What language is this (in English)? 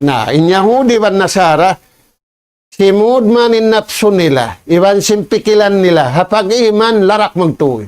Tausug